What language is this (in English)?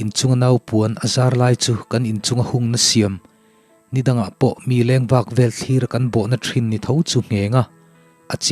Mizo